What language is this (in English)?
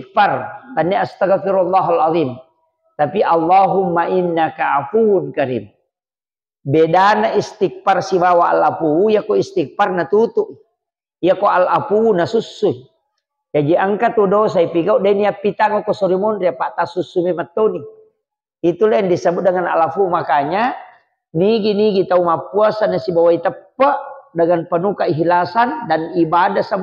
Buginese